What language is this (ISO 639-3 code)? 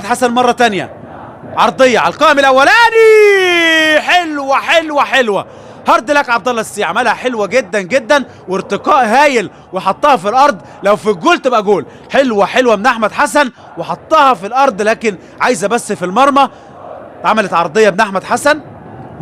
arz